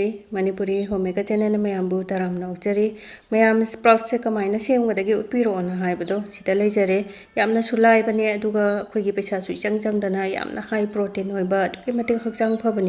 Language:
Manipuri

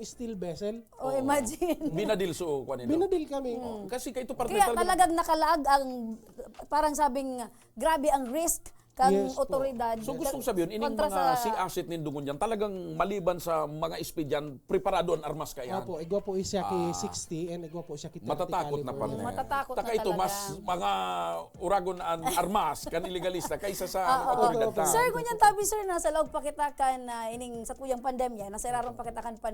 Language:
Bikol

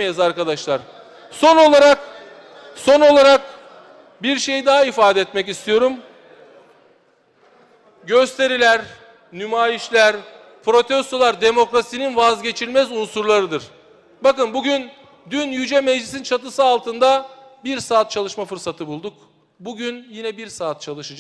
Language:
Turkish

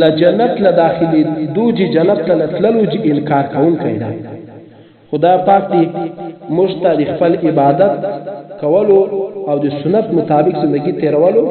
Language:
Pashto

